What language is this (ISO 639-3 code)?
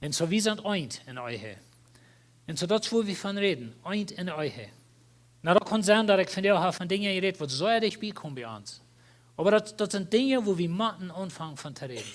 pdt